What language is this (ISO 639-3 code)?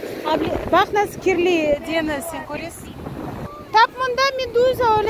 crh